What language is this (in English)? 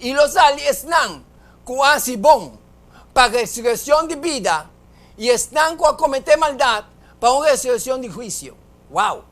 Papiamento